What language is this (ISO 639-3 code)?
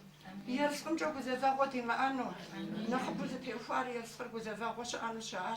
kbd